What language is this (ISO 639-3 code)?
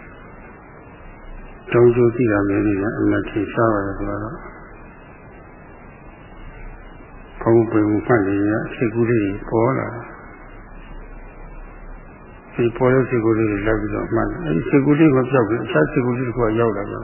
mya